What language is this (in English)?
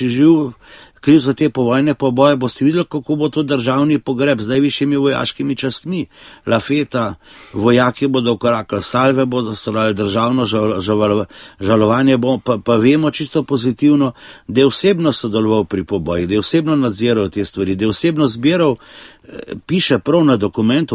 Slovenian